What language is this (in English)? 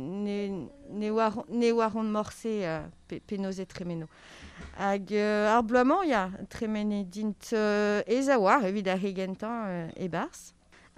Breton